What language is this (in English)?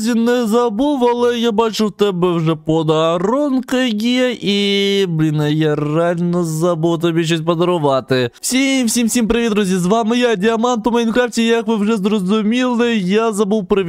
Ukrainian